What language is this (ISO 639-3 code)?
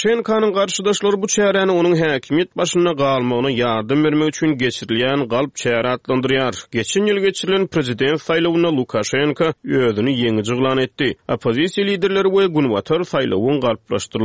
tuk